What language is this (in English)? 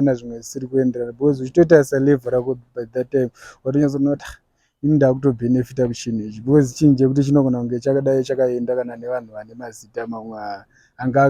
Shona